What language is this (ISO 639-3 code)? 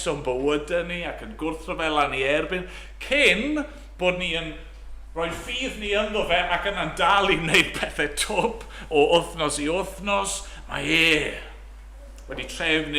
cym